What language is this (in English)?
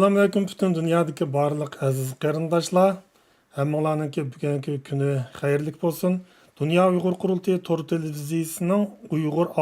Uyghur